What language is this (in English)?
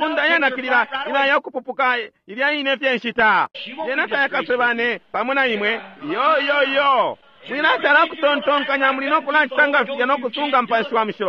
Bemba